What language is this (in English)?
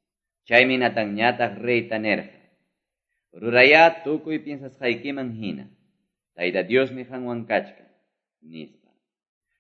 Quechua